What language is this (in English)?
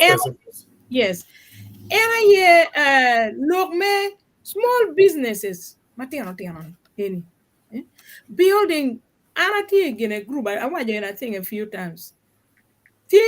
Acoli